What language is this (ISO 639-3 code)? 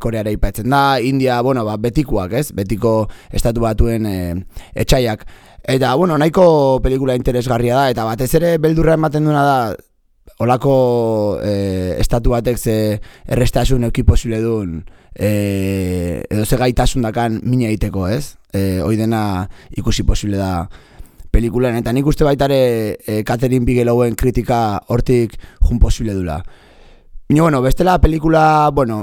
eus